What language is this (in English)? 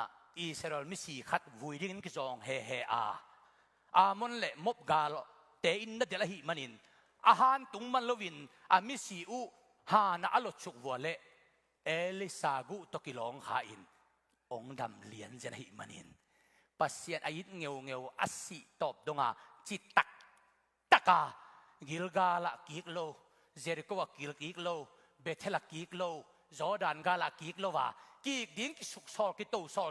Tedim Chin